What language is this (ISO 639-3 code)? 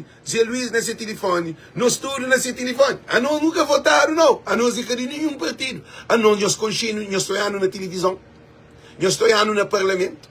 kea